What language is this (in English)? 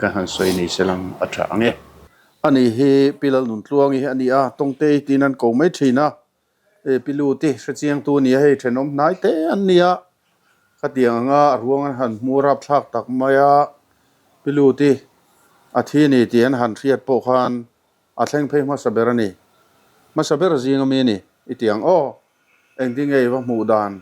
Mizo